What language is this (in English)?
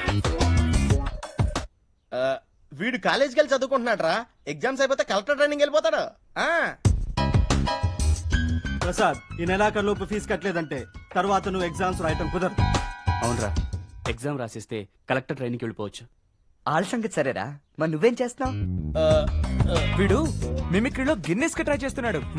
Telugu